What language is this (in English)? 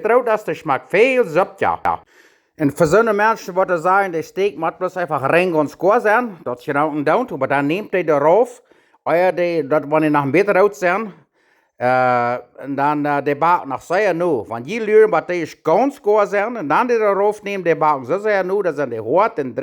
Plautdietsch